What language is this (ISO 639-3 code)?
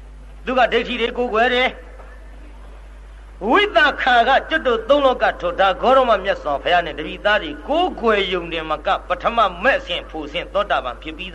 mya